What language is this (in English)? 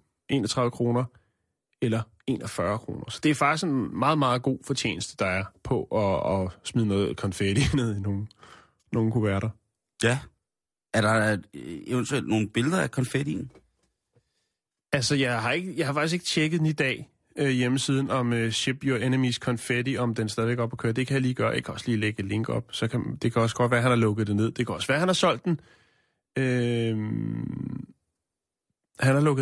Danish